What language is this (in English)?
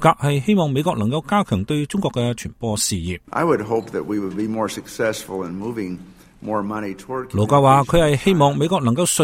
Cantonese